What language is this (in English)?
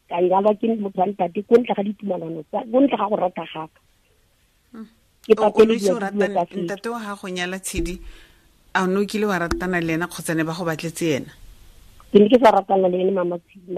Tswana